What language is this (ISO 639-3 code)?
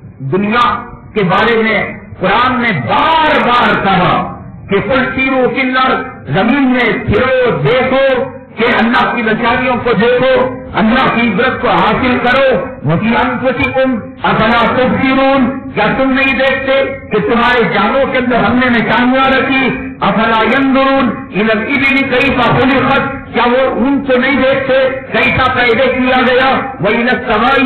urd